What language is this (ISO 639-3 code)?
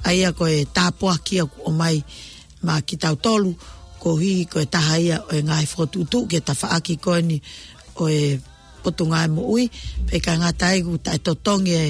ton